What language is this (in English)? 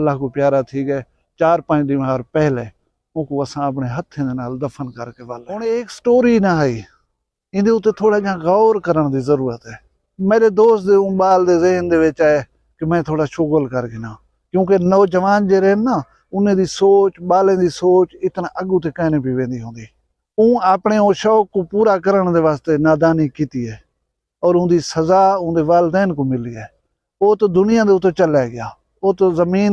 Saraiki